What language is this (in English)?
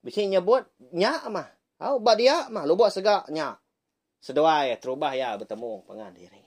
Iban